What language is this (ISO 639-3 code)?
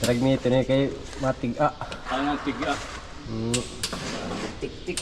war